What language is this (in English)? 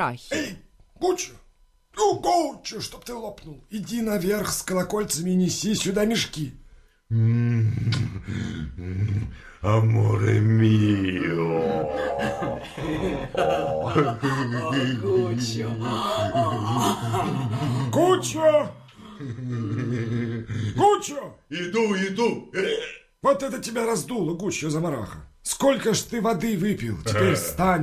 Russian